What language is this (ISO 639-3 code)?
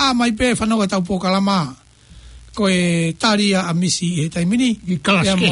ton